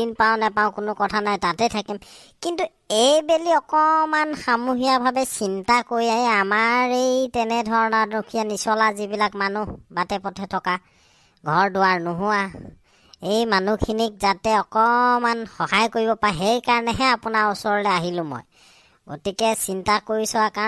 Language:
Assamese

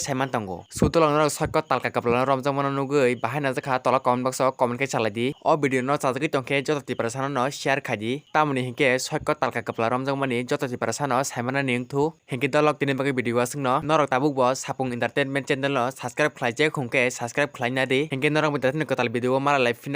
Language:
Kok Borok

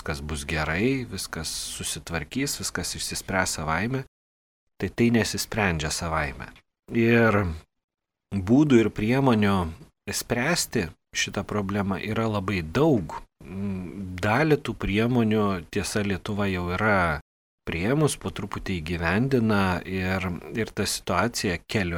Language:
Lithuanian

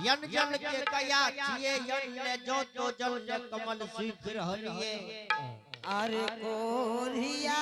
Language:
Angika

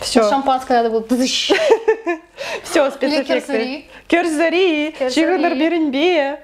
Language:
Chuvash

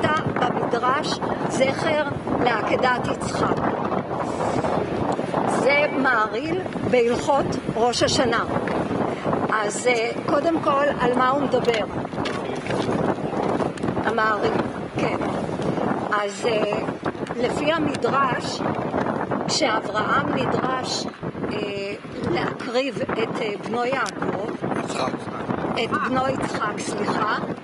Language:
Hebrew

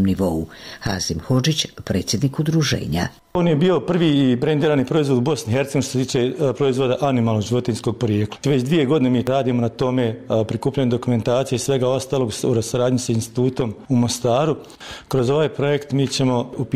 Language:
Bosnian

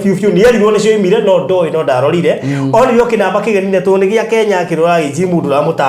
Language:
Kikuyu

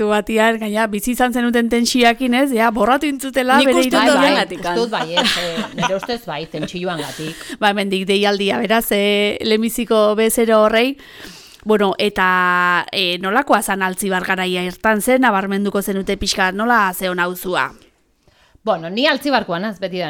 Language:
Basque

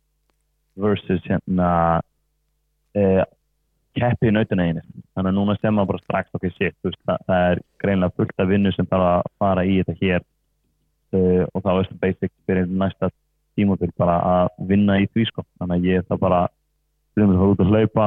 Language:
Icelandic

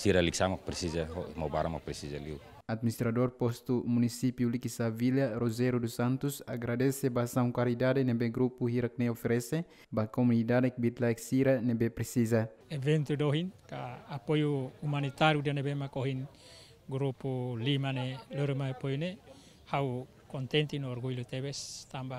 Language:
Tetum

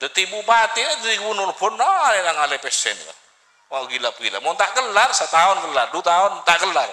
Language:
Madurese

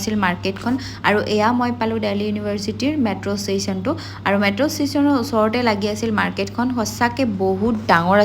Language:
Assamese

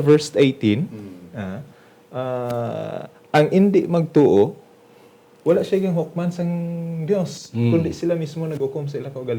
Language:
Hiligaynon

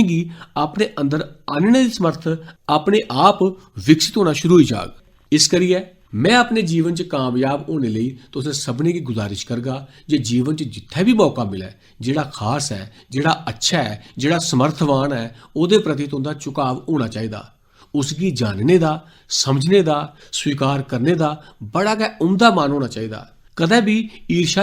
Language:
Dogri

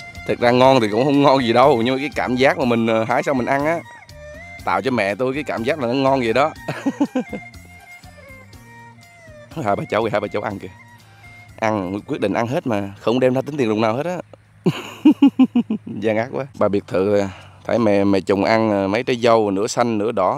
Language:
Vietnamese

